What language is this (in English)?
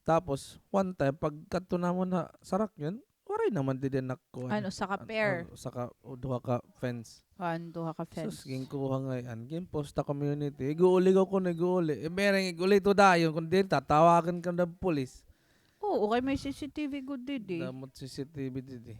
Waray